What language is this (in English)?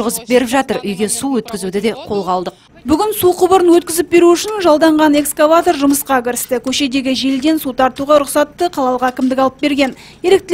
Kazakh